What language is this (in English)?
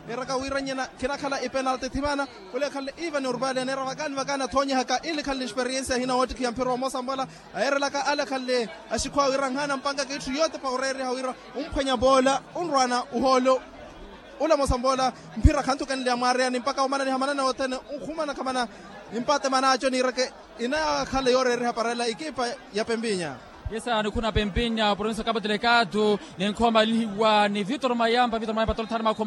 Makhuwa